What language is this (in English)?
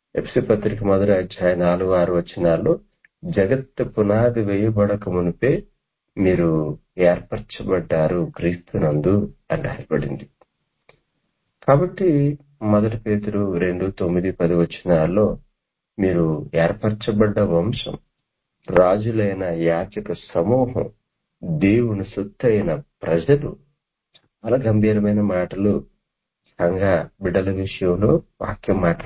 Telugu